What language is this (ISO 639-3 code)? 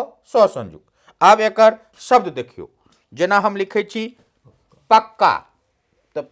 mai